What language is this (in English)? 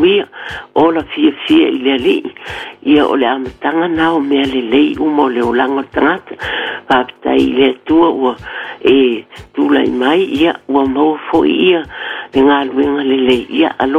Samoan